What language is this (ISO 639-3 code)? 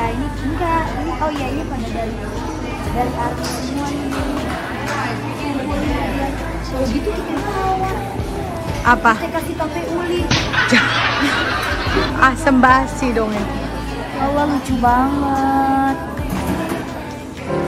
ind